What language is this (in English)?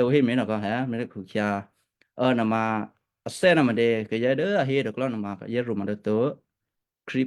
Western Kayah